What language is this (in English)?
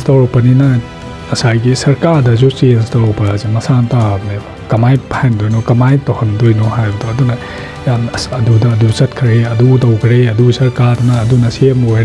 Manipuri